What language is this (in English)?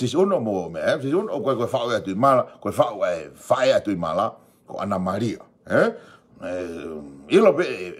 Tongan